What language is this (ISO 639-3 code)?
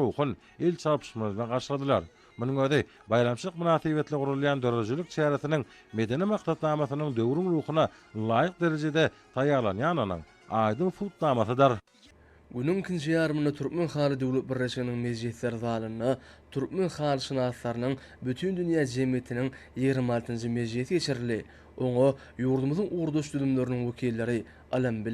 tuk